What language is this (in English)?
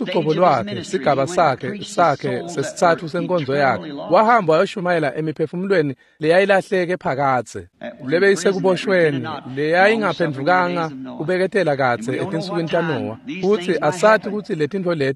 Swati